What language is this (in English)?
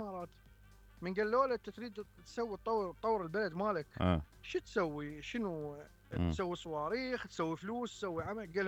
Mesopotamian Arabic